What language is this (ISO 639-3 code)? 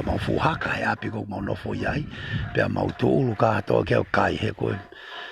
ton